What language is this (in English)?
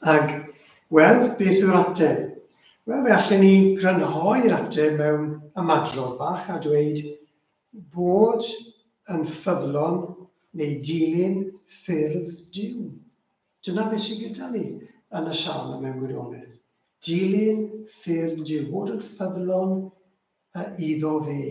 Welsh